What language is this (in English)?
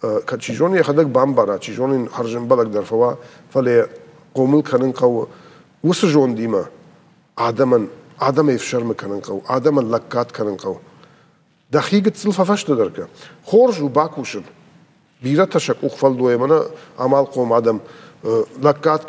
Ossetic